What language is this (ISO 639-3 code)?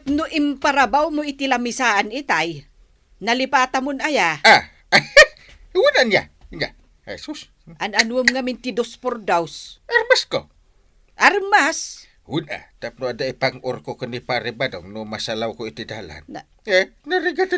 ilo